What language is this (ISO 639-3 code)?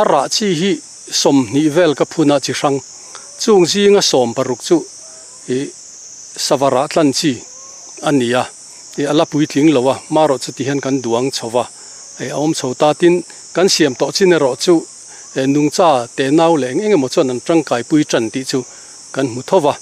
lus